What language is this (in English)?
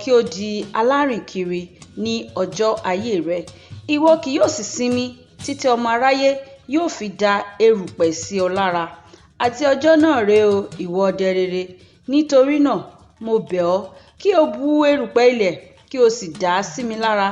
Yoruba